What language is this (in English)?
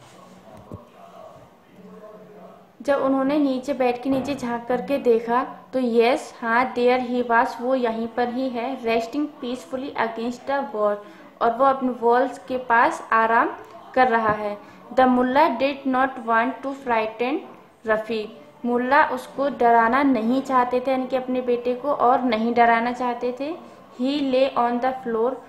Hindi